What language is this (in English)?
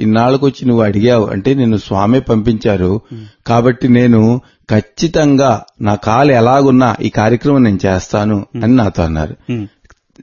Telugu